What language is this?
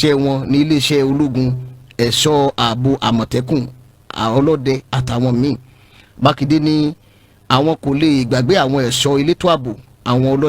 Yoruba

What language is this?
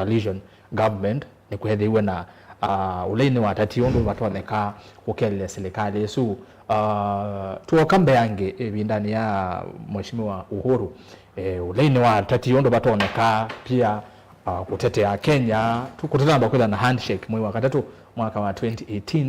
Kamba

